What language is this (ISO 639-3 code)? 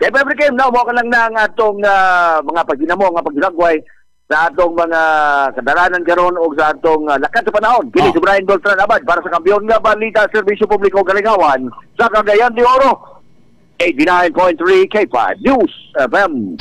ceb